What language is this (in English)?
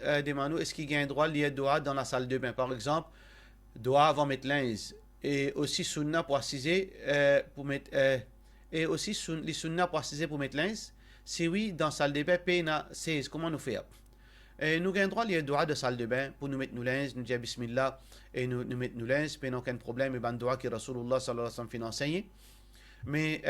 Morisyen